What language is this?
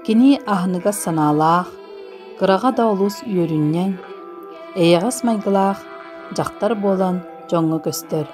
Yakut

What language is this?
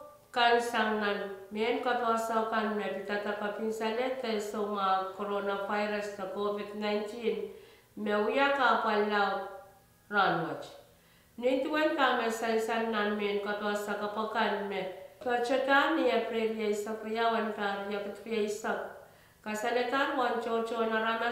Pohnpeian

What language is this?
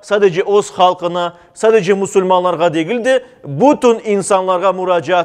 Crimean Tatar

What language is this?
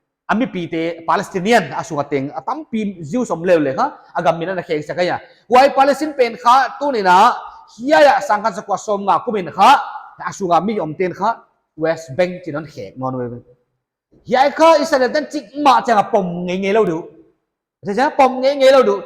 Paite Chin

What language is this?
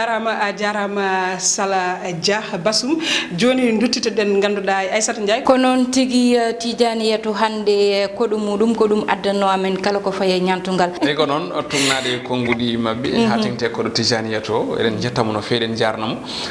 Fula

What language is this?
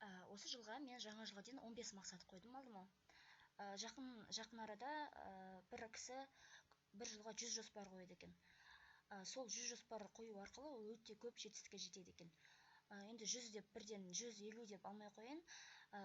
Kazakh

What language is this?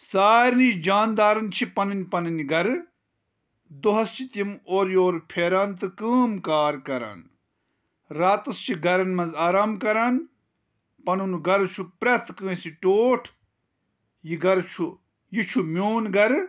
Kashmiri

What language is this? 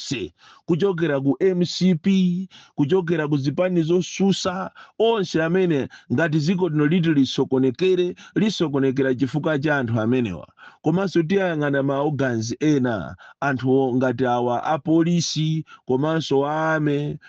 Nyanja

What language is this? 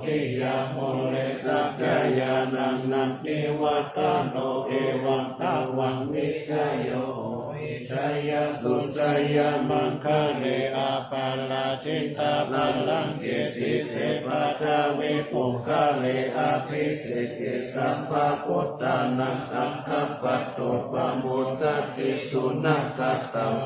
Pali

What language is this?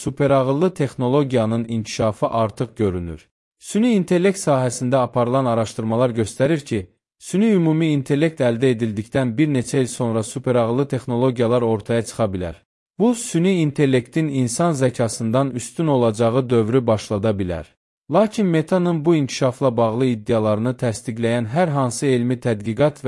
Azerbaijani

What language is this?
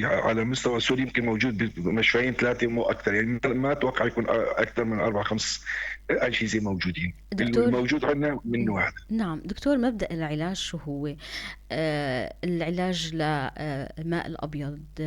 North Levantine Arabic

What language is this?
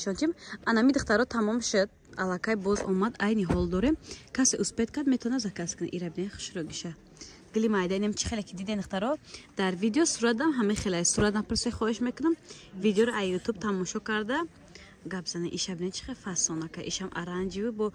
Tajik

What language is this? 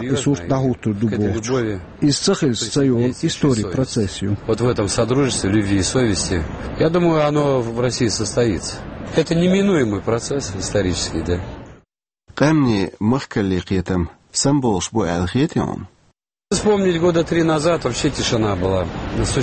Chechen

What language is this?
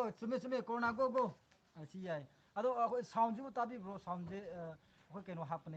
Manipuri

